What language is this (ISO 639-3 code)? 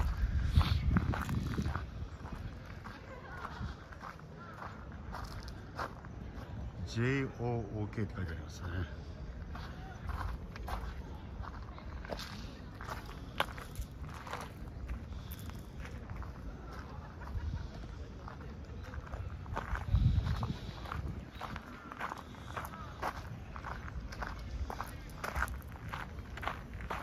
jpn